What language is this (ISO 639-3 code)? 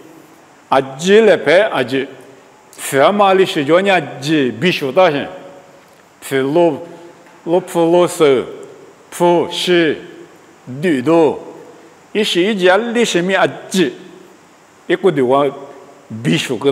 lis